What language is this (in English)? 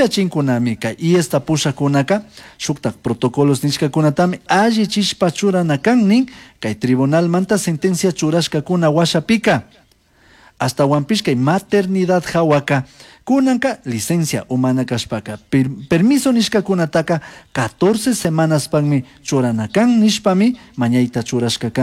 Chimborazo Highland Quichua